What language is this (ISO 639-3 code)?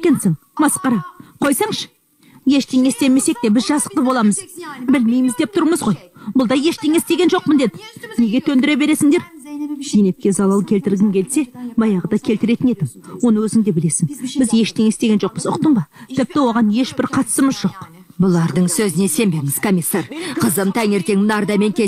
kaz